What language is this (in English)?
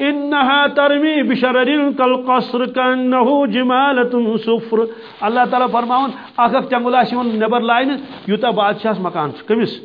Kashmiri